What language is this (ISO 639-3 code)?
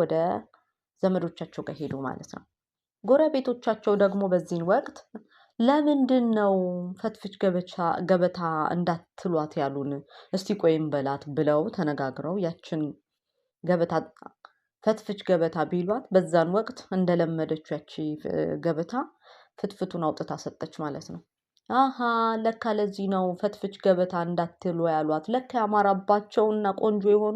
amh